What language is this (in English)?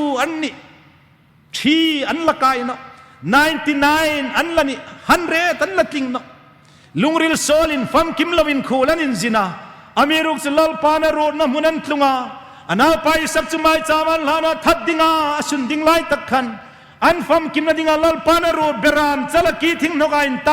Hmar